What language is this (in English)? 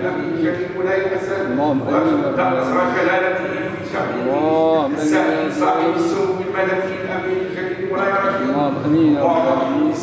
Arabic